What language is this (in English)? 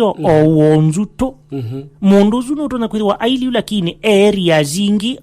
Kamba